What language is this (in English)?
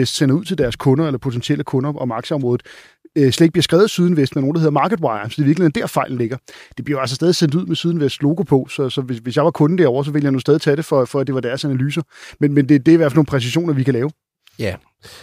Danish